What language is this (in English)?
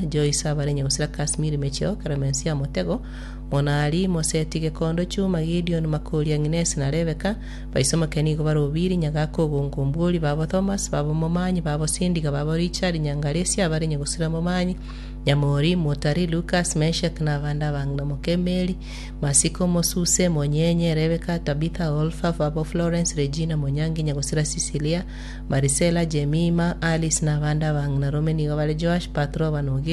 Gusii